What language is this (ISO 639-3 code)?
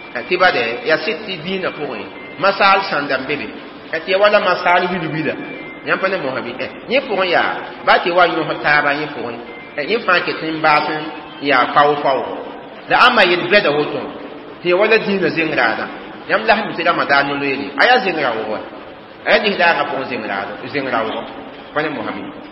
mos